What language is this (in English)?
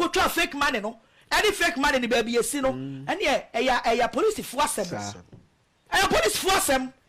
Akan